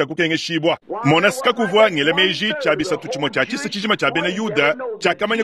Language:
Luba-Lulua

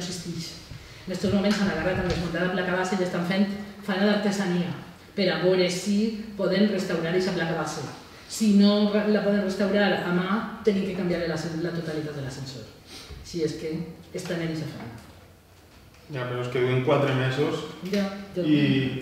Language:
Catalan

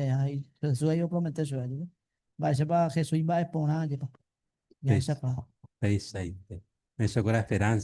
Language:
Guarani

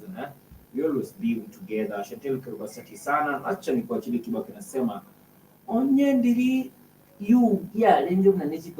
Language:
Gusii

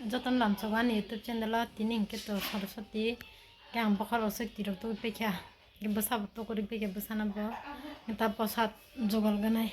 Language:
Kok Borok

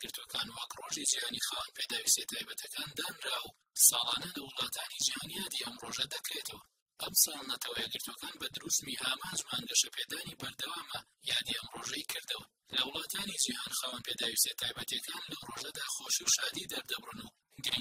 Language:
Central Kurdish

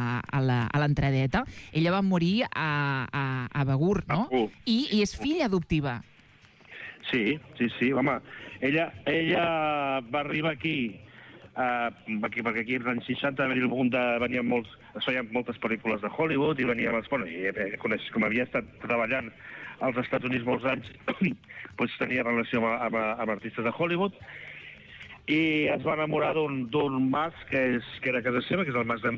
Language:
Catalan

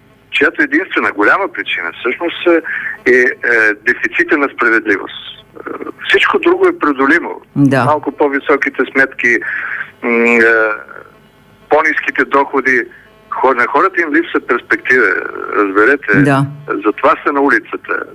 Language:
Bulgarian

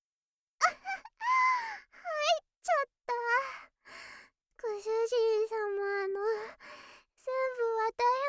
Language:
Japanese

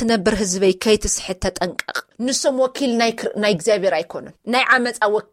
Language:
Tigrinya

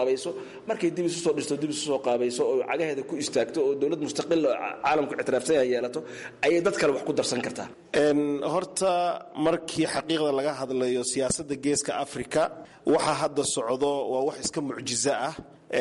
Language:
Somali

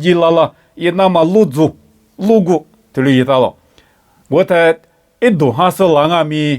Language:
Lisu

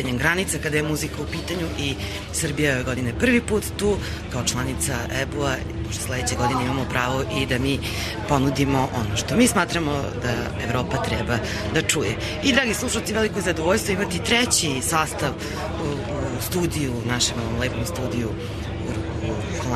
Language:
Serbian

